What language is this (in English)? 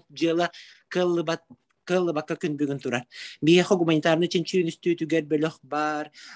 Yakut